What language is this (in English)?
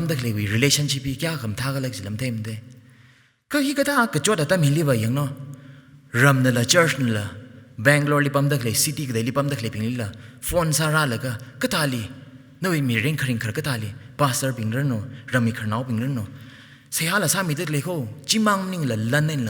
Tangkhul Naga (India)